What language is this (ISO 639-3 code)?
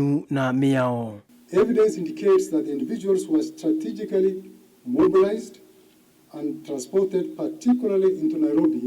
kam